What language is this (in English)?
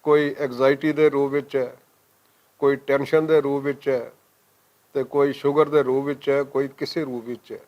Western Panjabi